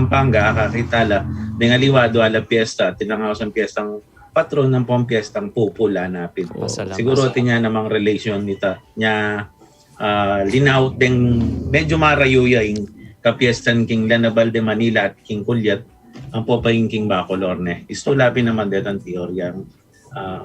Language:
Pampanga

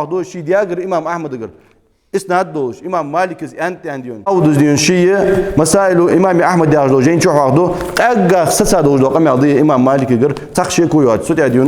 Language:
Ingush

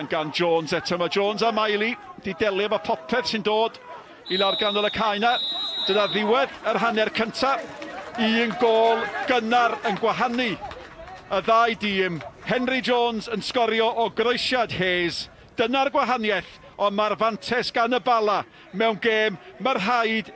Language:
Welsh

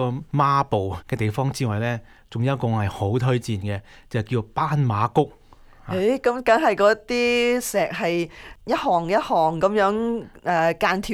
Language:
Cantonese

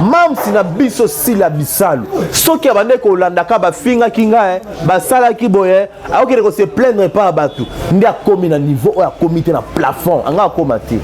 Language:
Lingala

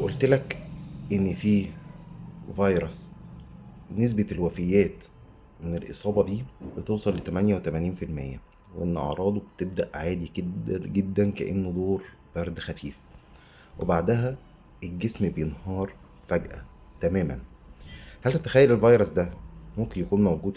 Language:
Egyptian Arabic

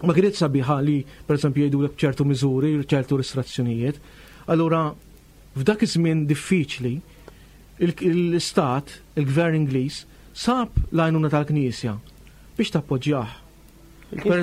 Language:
Maltese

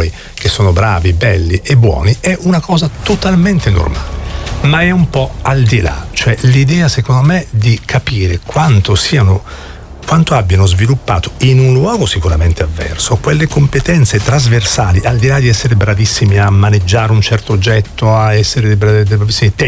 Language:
Italian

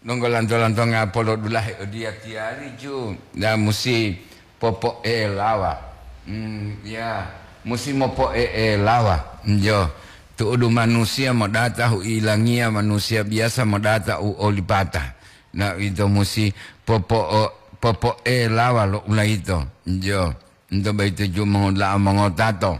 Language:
Gorontalo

